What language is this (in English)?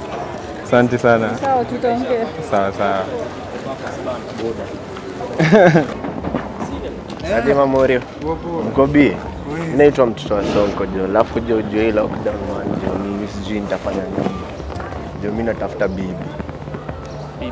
Swahili